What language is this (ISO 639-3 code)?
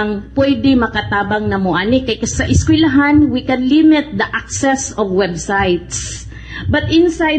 ceb